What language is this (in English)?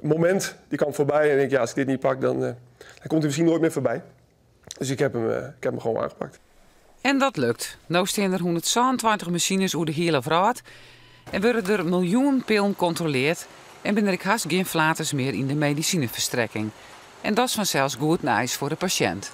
Western Frisian